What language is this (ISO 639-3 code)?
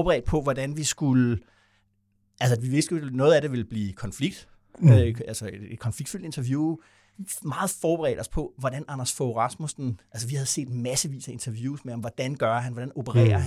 dan